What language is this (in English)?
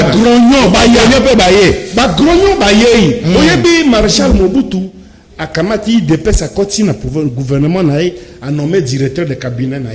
Lingala